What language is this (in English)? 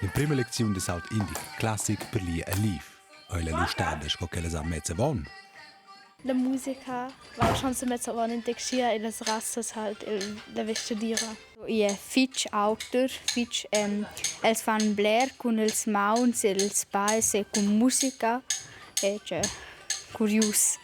Romansh